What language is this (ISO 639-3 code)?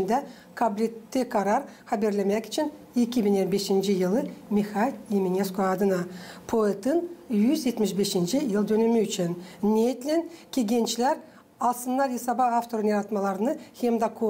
gag